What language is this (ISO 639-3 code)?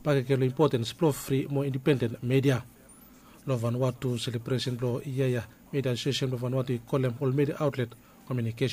bis